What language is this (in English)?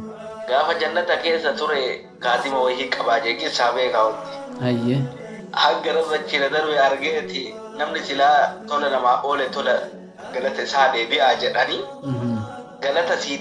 Oromo